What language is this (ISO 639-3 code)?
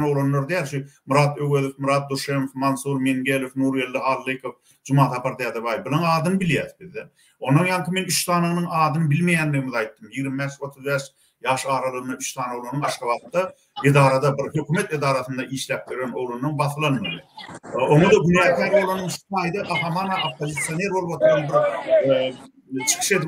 tuk